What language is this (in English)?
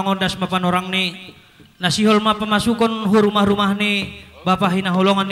Batak Simalungun